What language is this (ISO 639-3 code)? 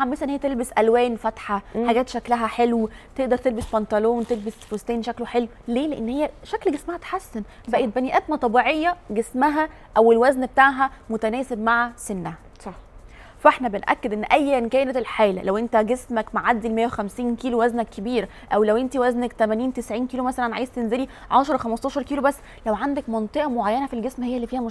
arz